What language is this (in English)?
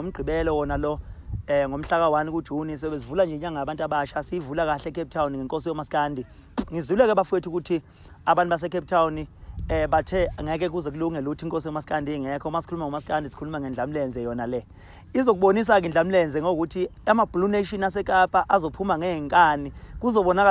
Zulu